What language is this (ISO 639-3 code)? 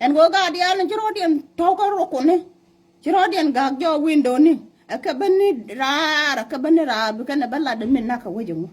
nus